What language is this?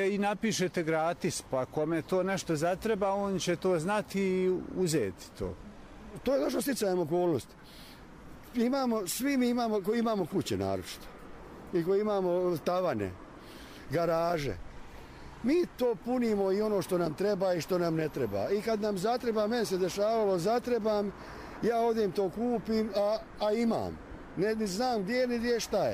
Bosnian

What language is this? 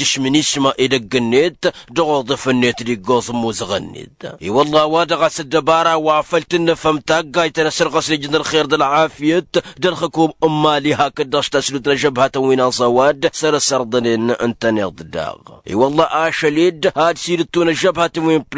Tamasheq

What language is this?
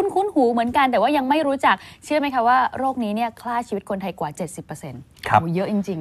Thai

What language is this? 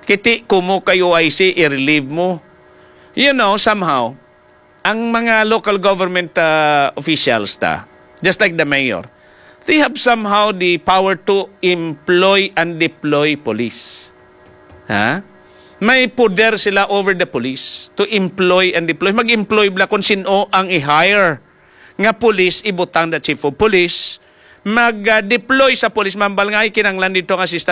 Hiligaynon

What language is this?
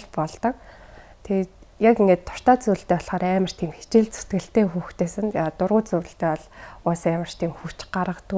Mongolian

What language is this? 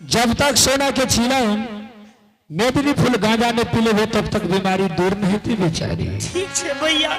Angika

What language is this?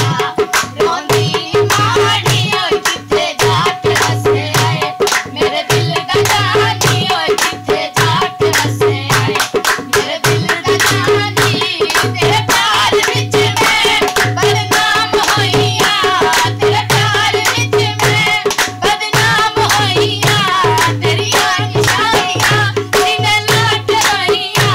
Punjabi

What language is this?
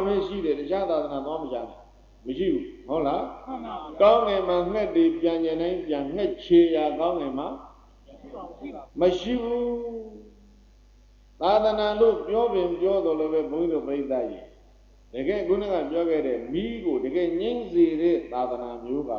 Burmese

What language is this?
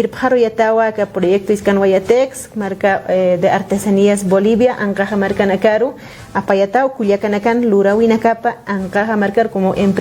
Aymara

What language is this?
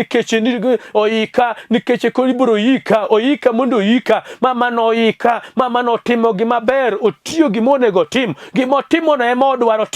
Luo (Kenya and Tanzania)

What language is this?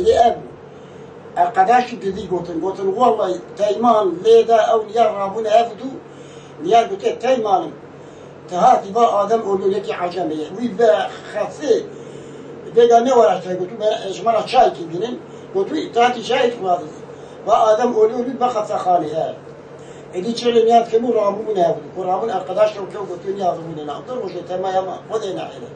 Kurdish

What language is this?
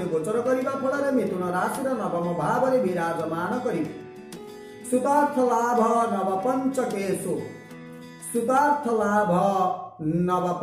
Odia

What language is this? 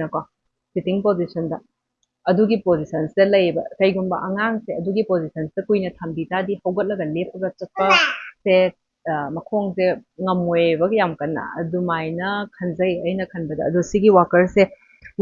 Manipuri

